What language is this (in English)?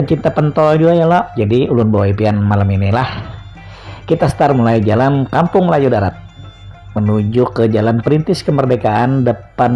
Banjar